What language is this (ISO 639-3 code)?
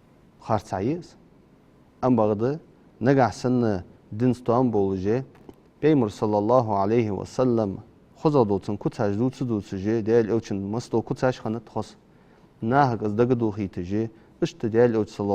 inh